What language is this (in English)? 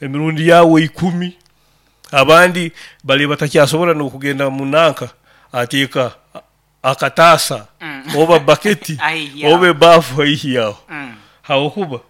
Nyoro